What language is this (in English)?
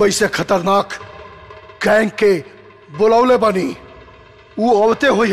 Bhojpuri